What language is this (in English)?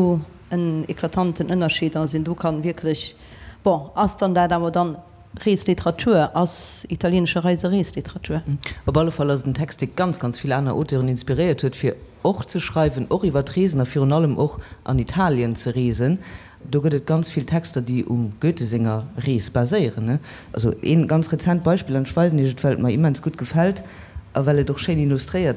Luxembourgish